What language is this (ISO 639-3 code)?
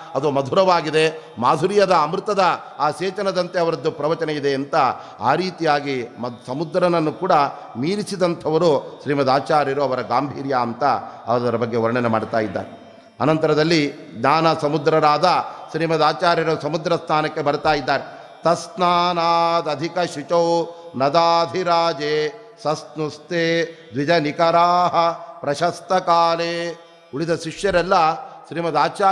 kan